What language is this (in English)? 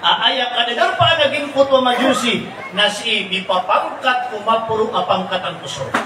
Maranao